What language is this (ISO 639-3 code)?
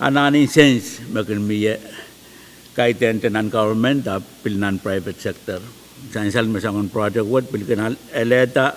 pon